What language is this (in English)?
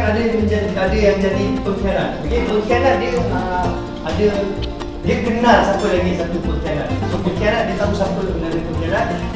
Malay